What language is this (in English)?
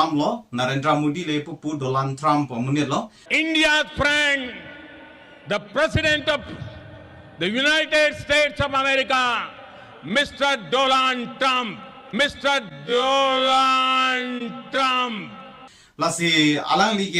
Karbi